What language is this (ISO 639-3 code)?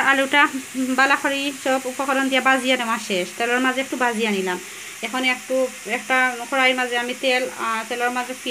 syl